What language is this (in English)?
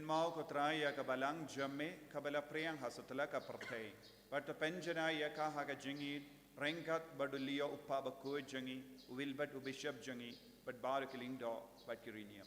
Khasi